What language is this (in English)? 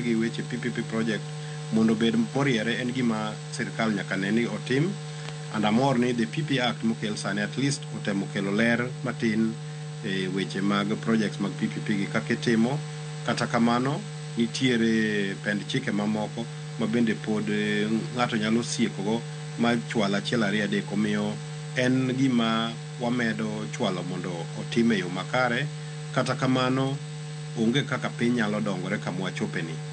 Luo (Kenya and Tanzania)